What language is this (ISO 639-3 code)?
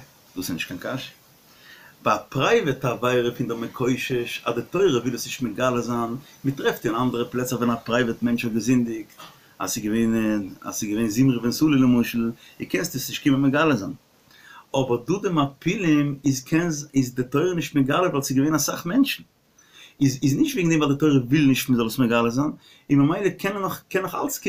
yid